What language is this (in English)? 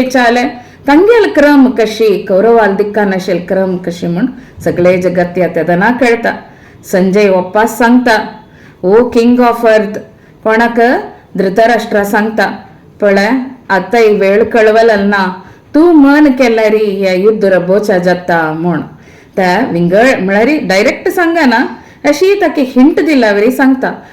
Konkani